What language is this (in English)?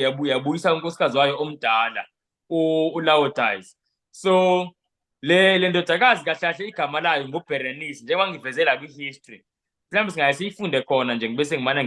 Zulu